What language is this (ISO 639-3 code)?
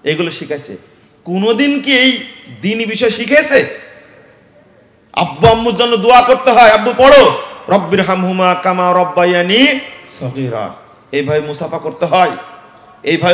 ben